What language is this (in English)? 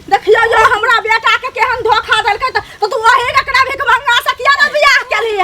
Maithili